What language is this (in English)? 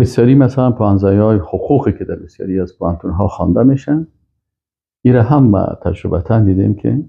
Persian